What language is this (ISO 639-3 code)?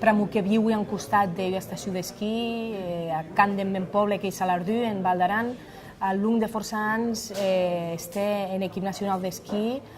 oci